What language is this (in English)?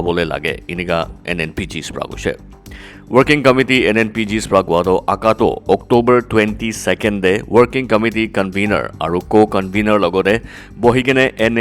Naga Pidgin